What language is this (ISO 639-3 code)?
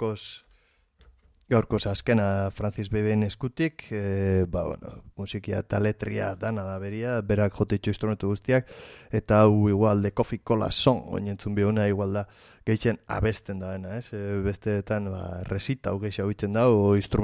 eus